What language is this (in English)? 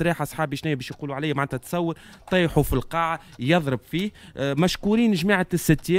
Tunisian Arabic